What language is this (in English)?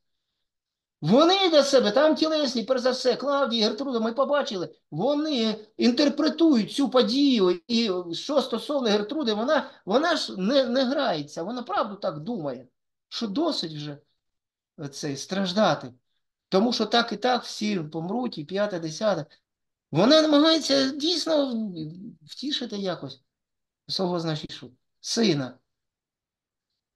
Ukrainian